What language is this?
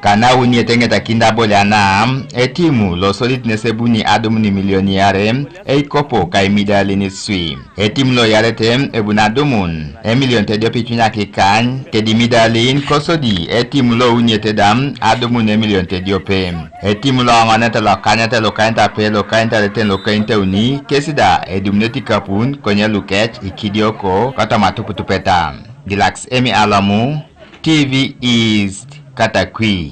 Teso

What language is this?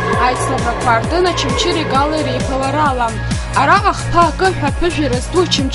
Abkhazian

